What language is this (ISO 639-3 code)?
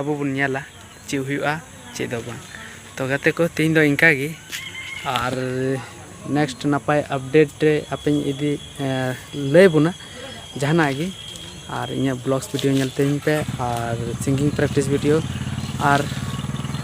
sat